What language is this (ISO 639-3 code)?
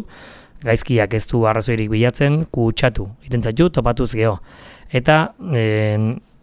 eus